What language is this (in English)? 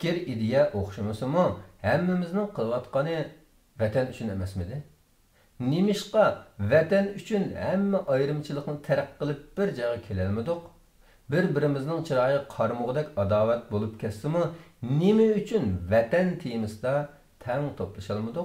Uyghur